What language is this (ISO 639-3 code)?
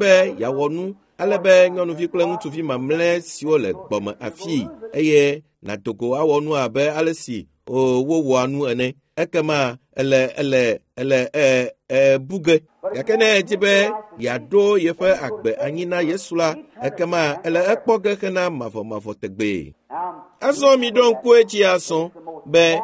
ewe